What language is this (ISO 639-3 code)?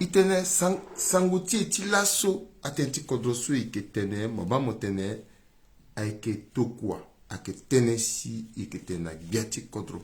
sag